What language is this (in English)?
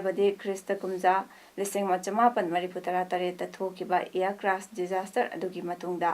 Manipuri